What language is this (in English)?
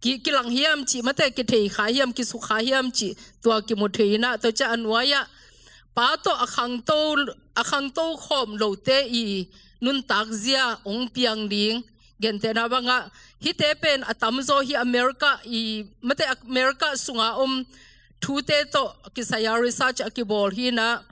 Tedim Chin